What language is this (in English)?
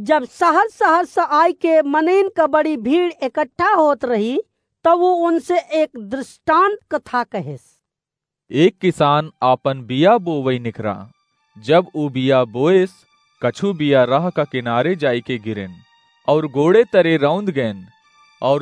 Awadhi